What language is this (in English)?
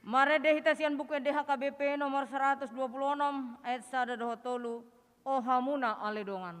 Batak Toba